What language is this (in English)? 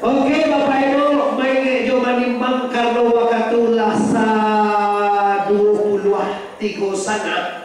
Minangkabau